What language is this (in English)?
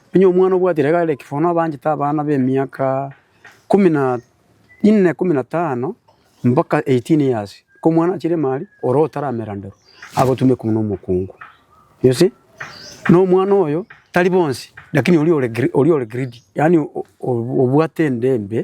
Gusii